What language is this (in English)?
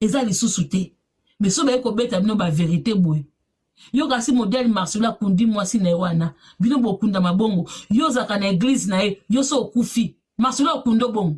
Lingala